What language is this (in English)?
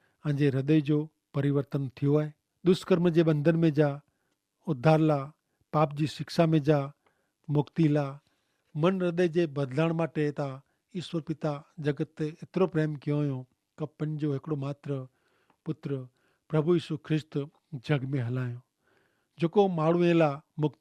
Kachhi